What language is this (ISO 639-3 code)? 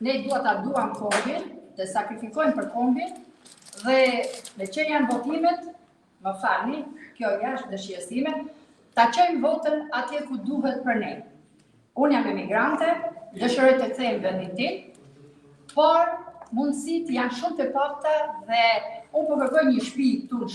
sqi